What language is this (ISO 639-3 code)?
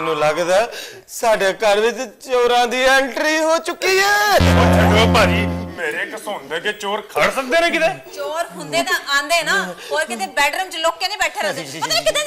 pan